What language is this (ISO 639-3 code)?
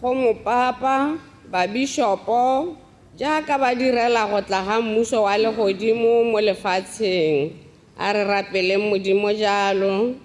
tsn